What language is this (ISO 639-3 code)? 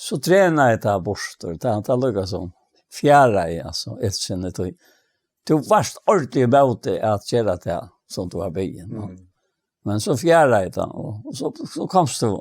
fao